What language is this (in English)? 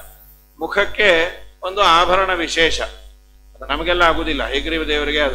Kannada